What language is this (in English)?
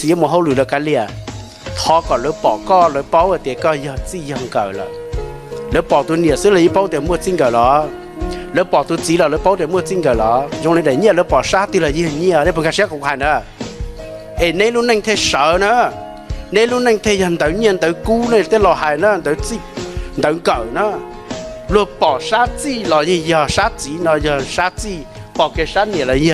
Hmong